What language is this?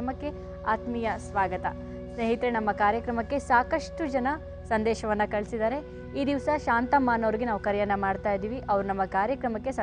Kannada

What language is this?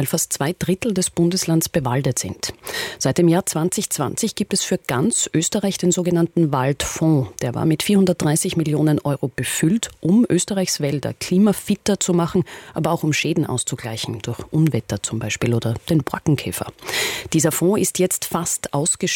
German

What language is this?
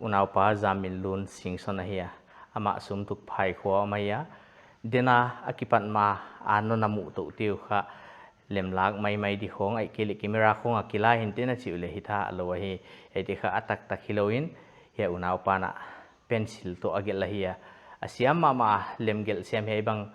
Paite Chin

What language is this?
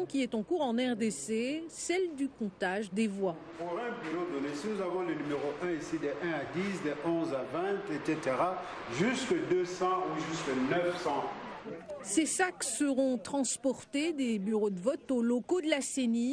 French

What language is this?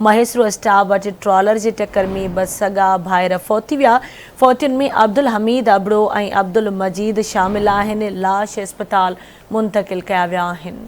Sindhi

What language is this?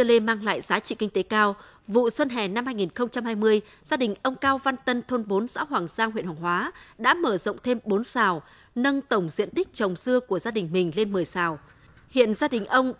Vietnamese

